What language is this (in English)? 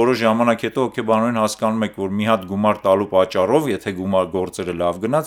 Armenian